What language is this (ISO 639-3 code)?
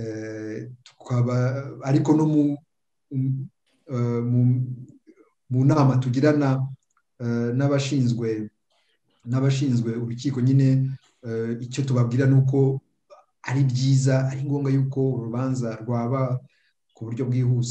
kin